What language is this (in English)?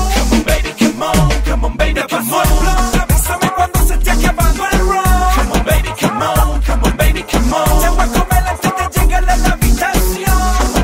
Spanish